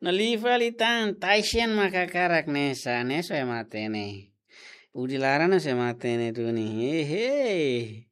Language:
Tetum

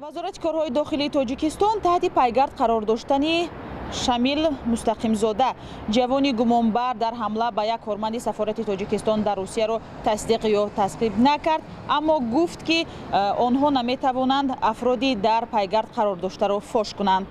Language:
Tajik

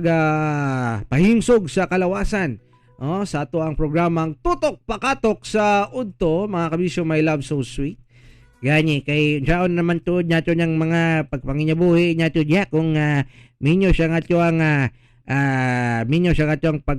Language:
Cebuano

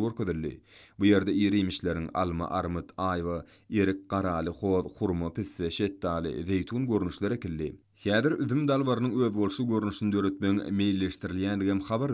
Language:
Turkmen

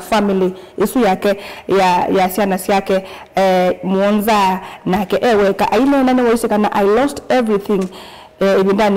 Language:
Kamba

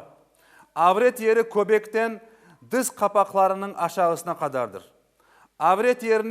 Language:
Crimean Tatar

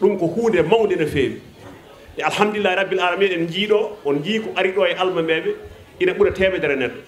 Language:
Fula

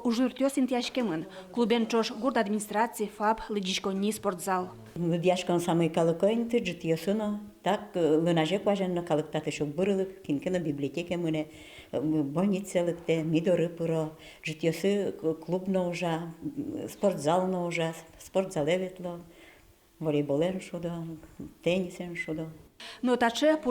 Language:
Udmurt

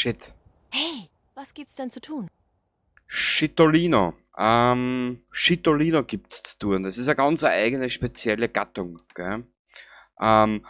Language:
Bavarian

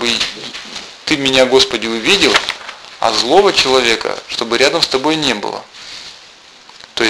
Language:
Russian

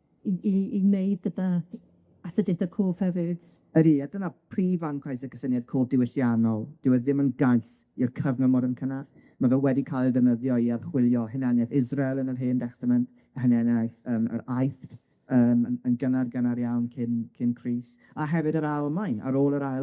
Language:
Welsh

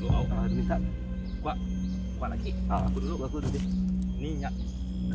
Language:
Iban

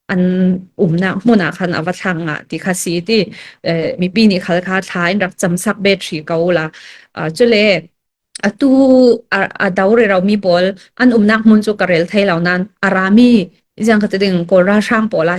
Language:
Falam Chin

